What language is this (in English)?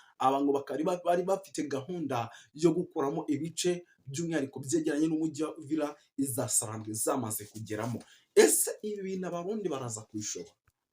Kinyarwanda